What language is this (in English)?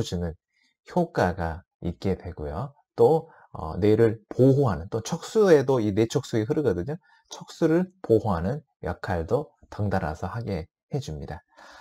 Korean